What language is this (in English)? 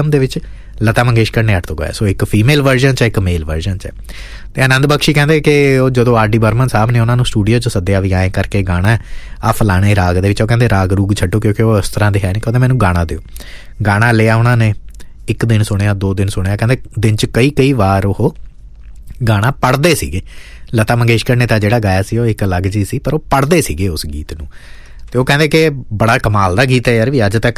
Punjabi